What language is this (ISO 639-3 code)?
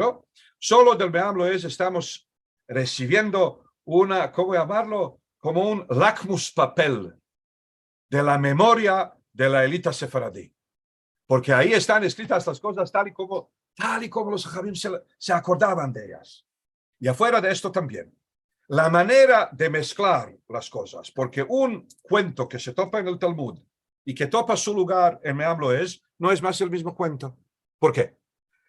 lad